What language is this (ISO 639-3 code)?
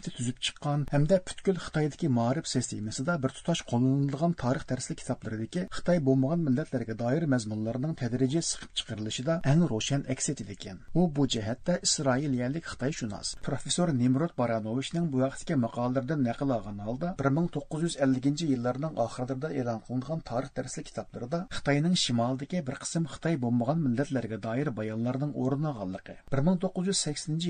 uig